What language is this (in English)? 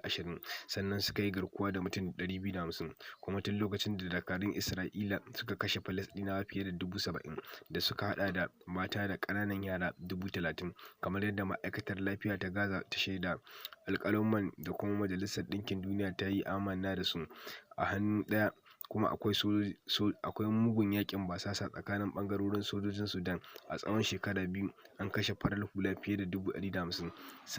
Hausa